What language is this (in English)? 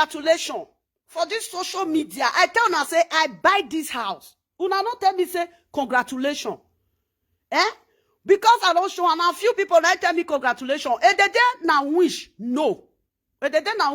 Nigerian Pidgin